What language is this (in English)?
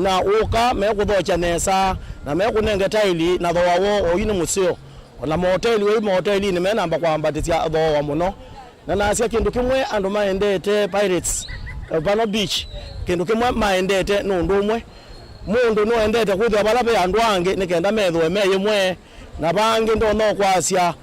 Kamba